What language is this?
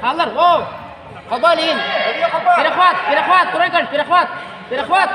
Yakut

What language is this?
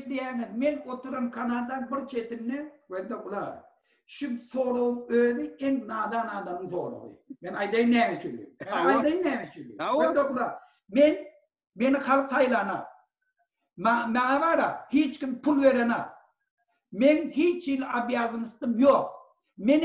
Turkmen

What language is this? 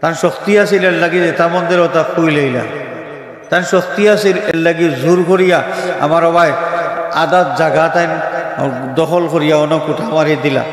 Sylheti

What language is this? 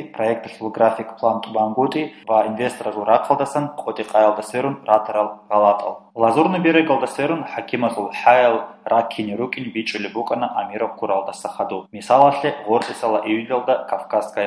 Avaric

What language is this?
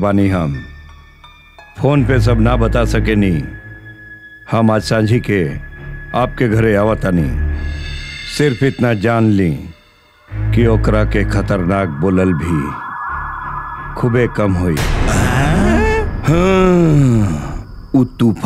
Bhojpuri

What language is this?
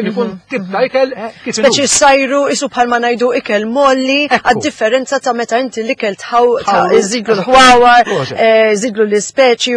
Maltese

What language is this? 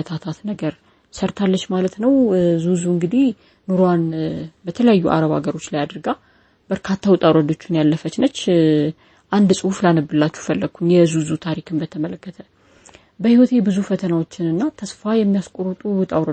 Amharic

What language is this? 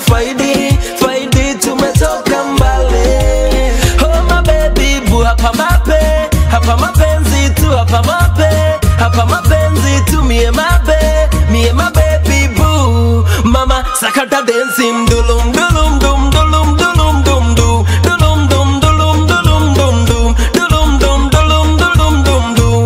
Swahili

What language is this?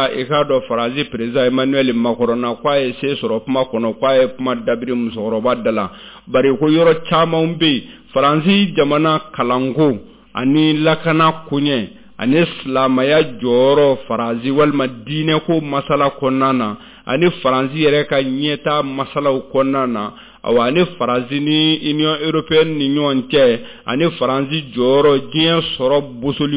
Bambara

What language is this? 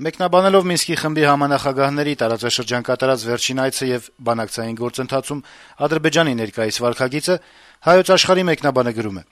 Armenian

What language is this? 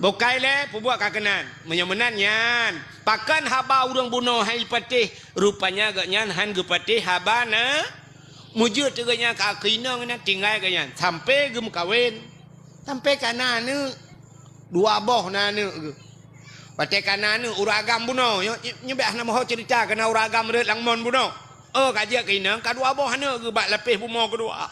Achinese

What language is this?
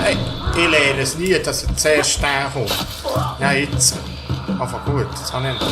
Swiss German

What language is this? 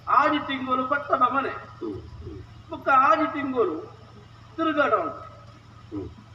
Tulu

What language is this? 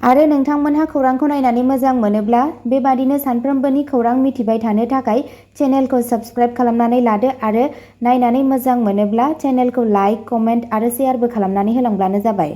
Bodo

